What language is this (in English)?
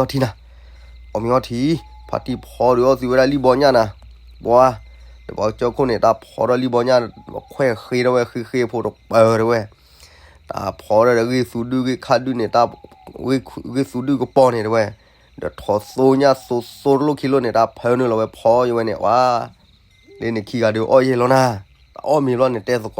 S'gaw Karen